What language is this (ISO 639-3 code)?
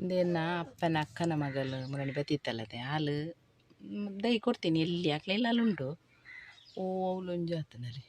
tcy